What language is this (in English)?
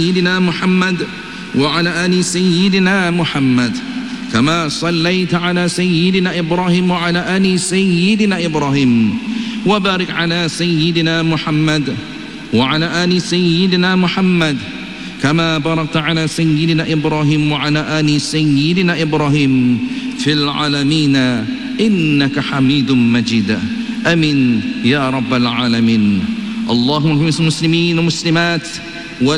Malay